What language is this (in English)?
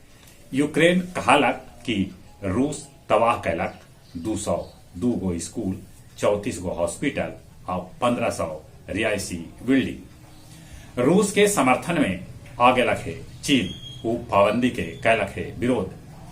Magahi